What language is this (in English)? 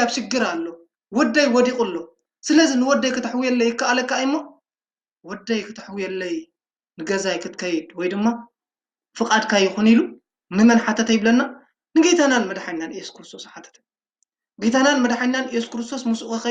Tigrinya